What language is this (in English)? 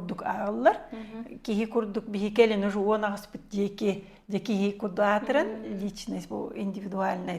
Yakut